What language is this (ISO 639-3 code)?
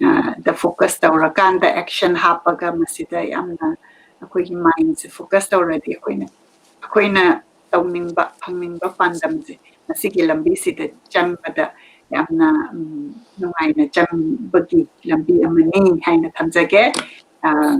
mni